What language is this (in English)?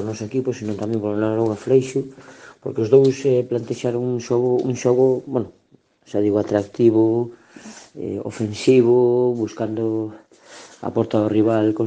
Galician